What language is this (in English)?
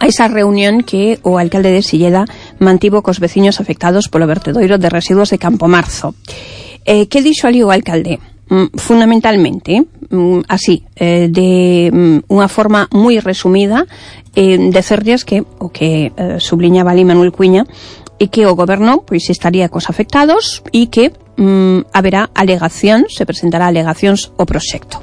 Galician